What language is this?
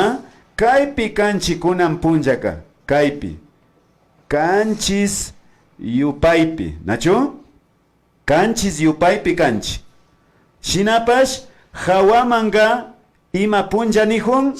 Imbabura Highland Quichua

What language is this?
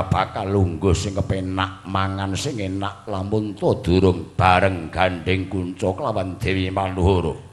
Javanese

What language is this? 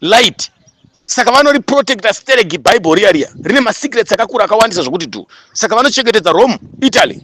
Shona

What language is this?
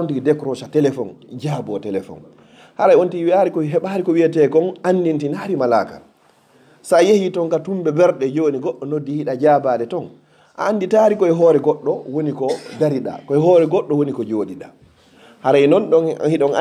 Fula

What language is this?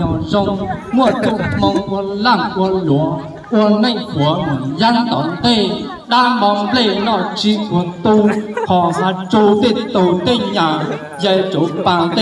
Hmong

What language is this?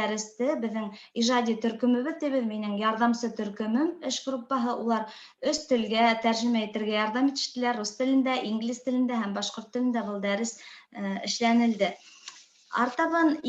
Bashkir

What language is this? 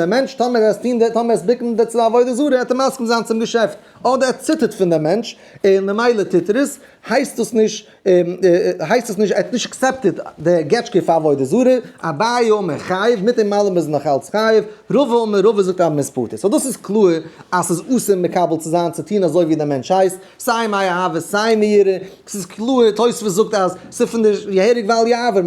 Yiddish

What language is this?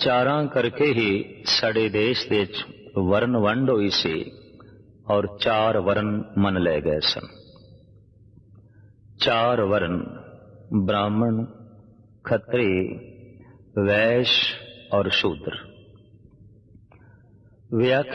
Punjabi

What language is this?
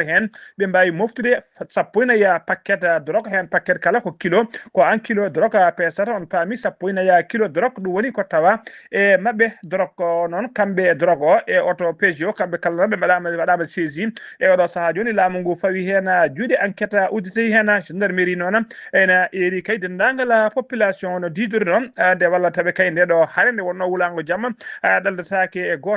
Fula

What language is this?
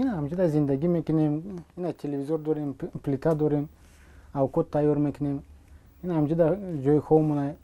Tajik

